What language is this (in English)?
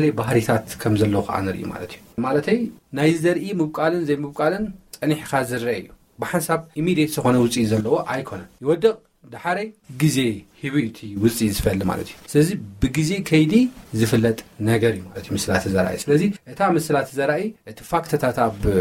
Tigrinya